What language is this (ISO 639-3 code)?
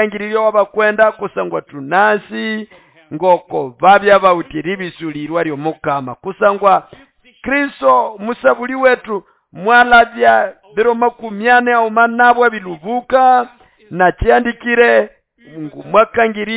nnb